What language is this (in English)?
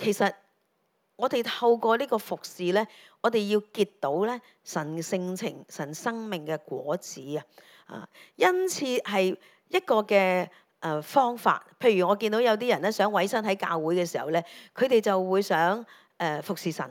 Cantonese